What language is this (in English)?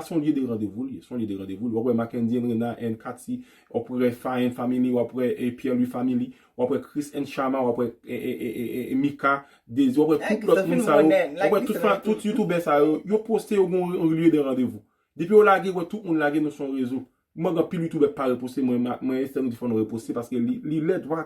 Haitian Creole